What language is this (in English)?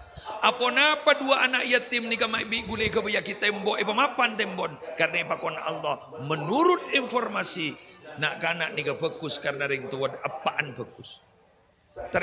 Madurese